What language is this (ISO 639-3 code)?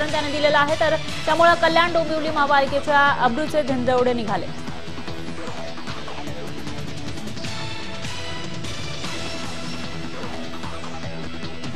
mar